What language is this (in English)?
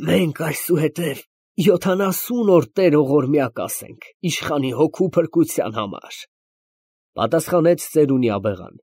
Armenian